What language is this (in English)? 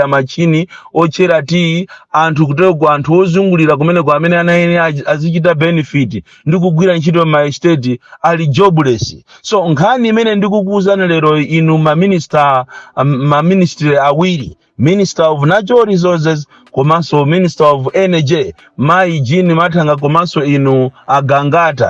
Nyanja